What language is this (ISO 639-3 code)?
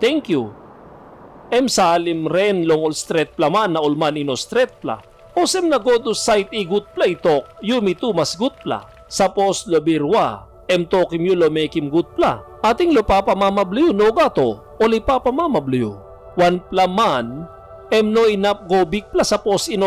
tpi